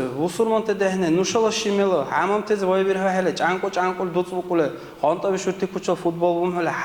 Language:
Dargwa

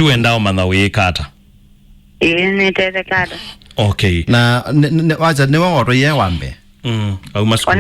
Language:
Kamba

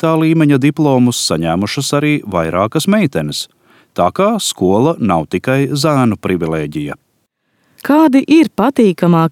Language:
Latvian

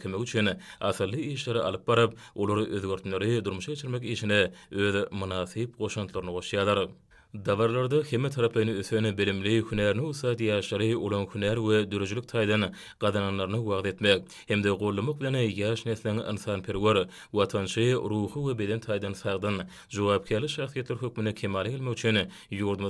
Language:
Turkmen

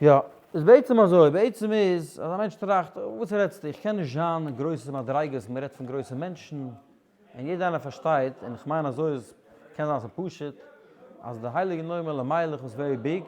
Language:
Yiddish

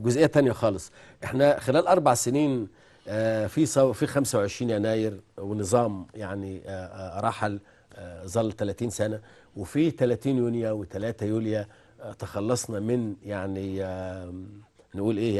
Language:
Egyptian Arabic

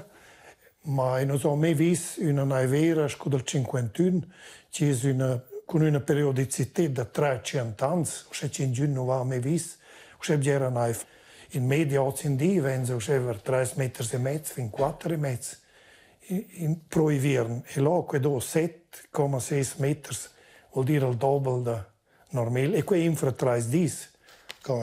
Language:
Romansh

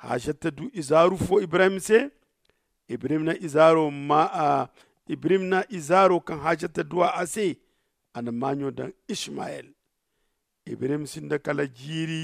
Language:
Zarma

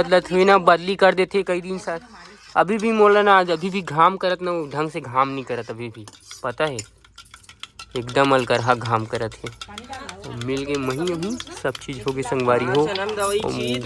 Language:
Chhattisgarhi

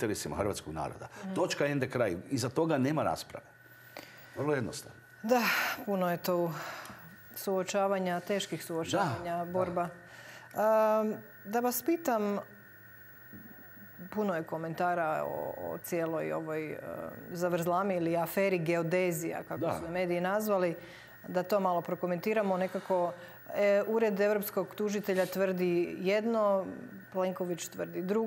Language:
Croatian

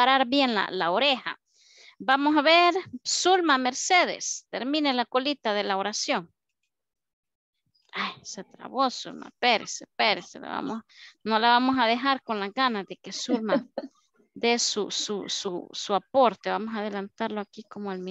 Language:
Spanish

